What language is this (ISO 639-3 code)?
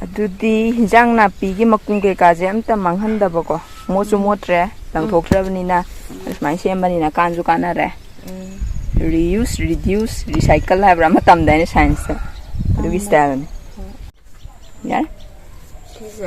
mni